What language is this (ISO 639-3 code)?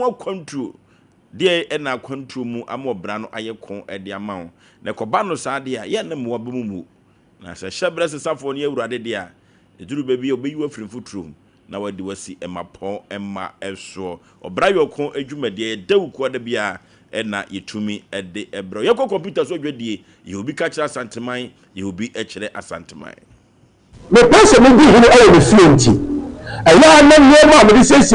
aka